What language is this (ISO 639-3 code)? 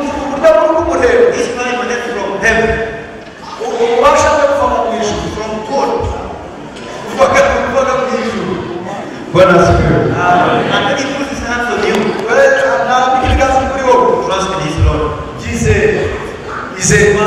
kin